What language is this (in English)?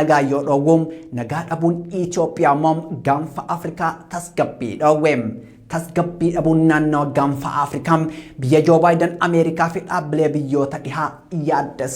Oromo